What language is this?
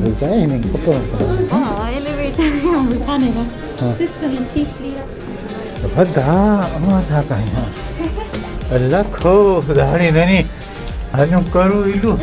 Brahui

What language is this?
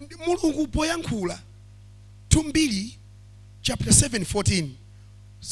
Nyanja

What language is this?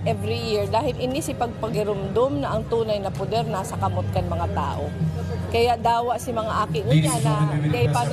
Bikol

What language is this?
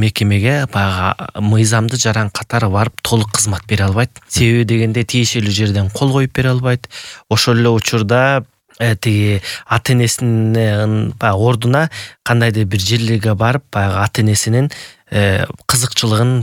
Kyrgyz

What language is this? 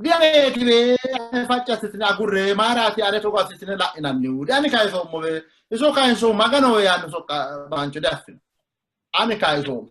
Sidamo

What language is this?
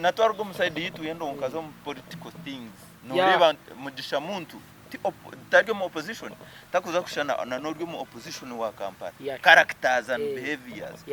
Nyankole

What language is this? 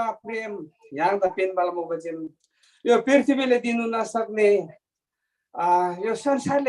Eastern Tamang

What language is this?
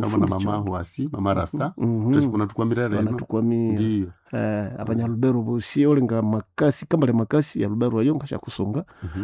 Nande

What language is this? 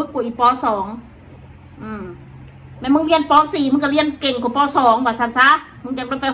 Northeastern Thai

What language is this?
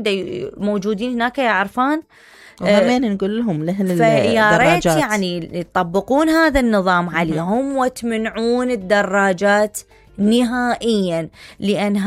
Mesopotamian Arabic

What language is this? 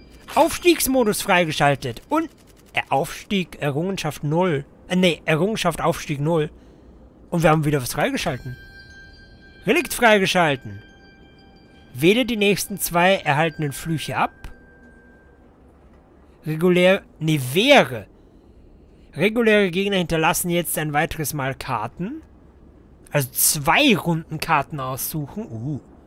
German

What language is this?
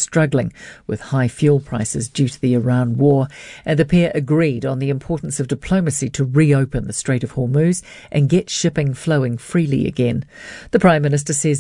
English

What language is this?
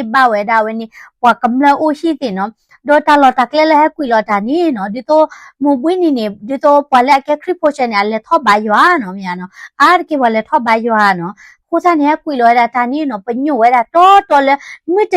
S'gaw Karen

